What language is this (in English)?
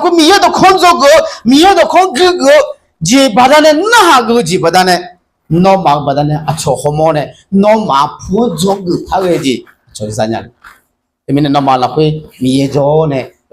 Akha